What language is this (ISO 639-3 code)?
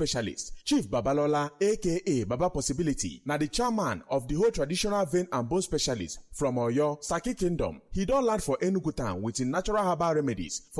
pcm